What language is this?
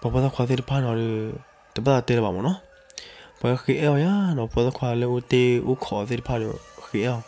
S'gaw Karen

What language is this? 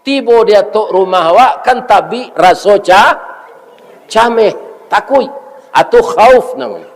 Minangkabau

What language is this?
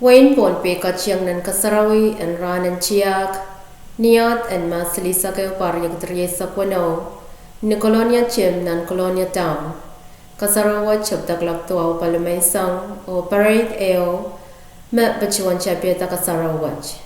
Pohnpeian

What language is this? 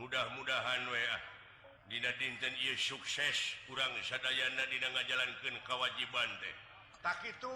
Sundanese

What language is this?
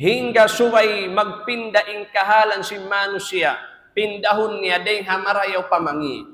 Tausug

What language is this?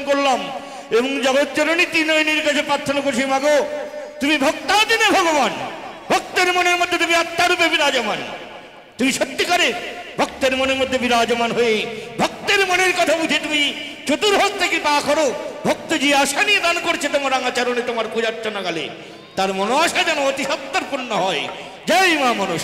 Bangla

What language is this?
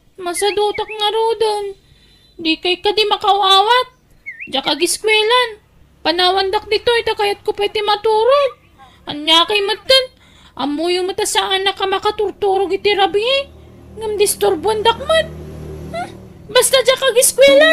Iloko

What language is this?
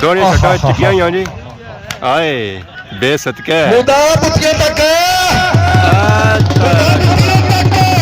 Pahari-Potwari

